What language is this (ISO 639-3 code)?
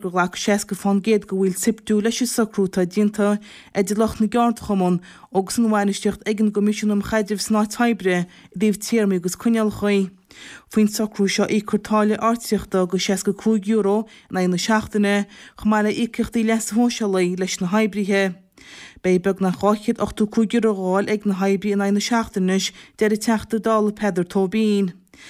gle